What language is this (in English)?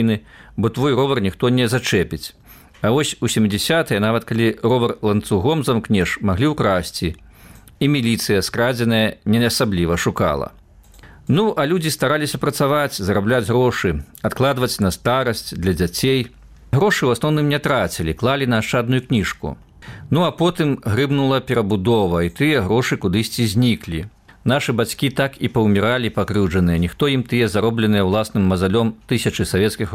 Belarusian